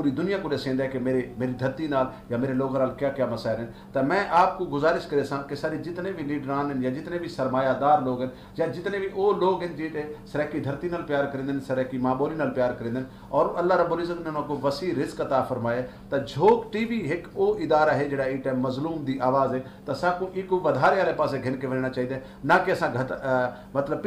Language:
Saraiki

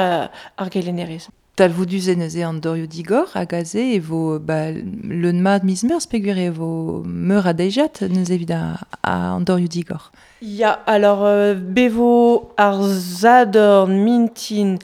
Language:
Breton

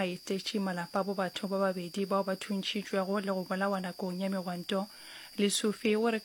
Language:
Northern Sotho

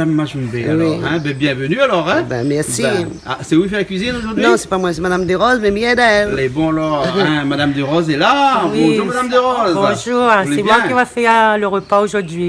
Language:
Réunion Creole French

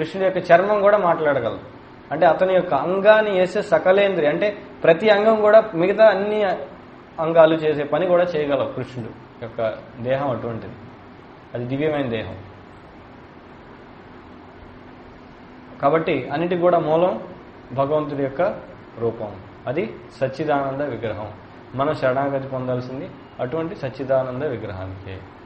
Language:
Telugu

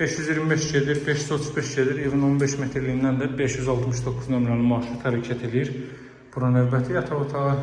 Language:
Azerbaijani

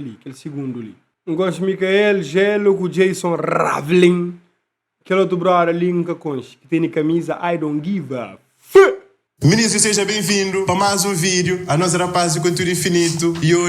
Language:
Kabuverdianu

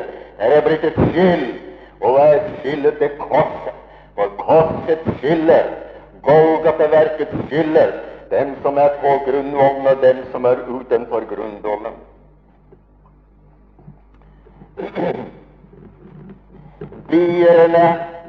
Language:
Norwegian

